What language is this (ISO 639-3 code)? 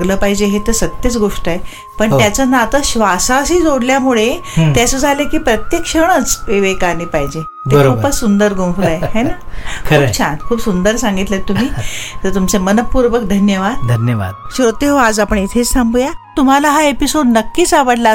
mar